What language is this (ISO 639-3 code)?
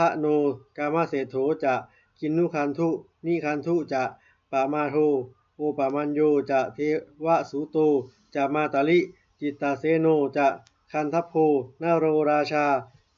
pli